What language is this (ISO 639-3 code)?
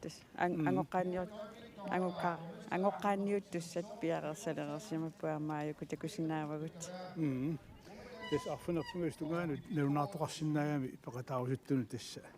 kal